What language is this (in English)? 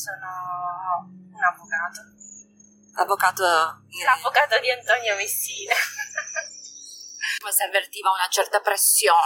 Italian